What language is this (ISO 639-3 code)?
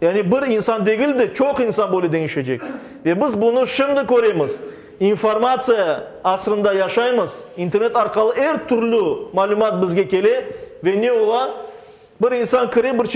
crh